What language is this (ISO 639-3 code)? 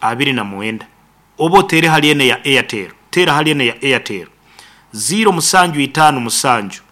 nyn